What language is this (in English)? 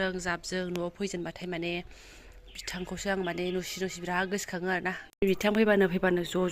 Bodo